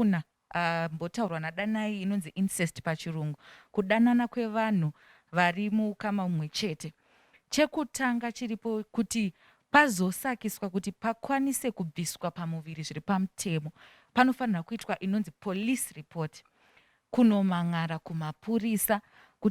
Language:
Shona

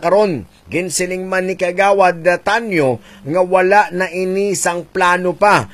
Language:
Hiligaynon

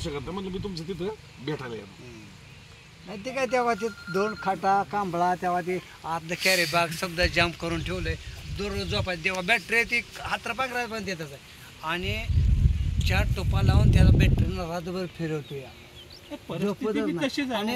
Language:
Marathi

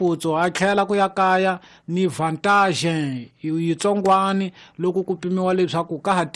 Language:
Tsonga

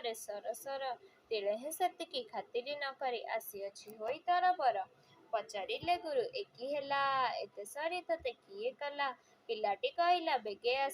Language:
Odia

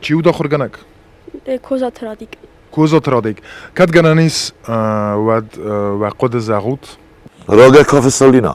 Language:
Ossetic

